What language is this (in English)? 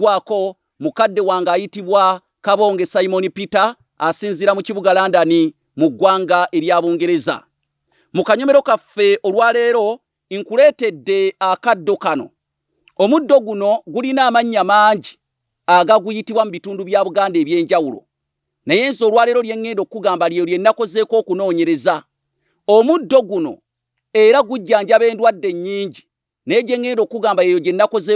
Ganda